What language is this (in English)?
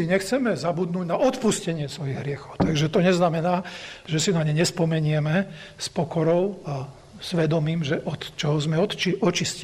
Slovak